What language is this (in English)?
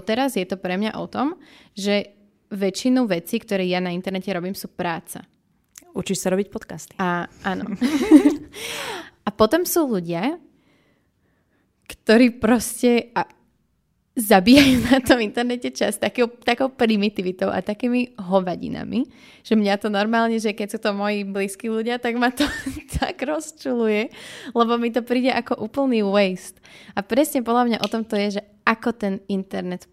Slovak